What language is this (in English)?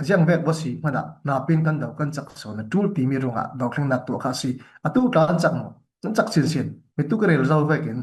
Falam Chin